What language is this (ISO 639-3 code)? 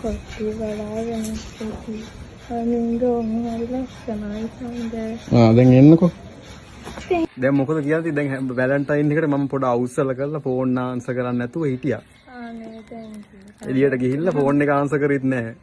sin